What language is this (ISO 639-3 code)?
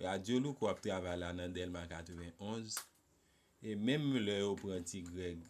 hat